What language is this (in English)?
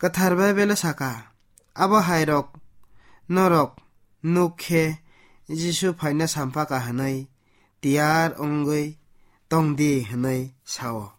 Kok Borok